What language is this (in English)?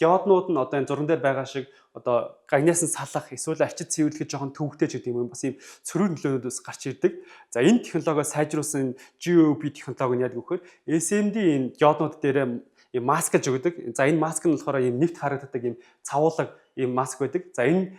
Mongolian